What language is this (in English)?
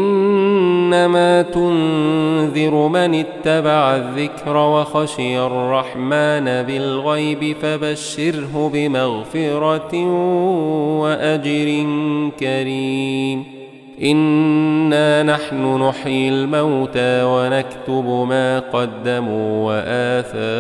Arabic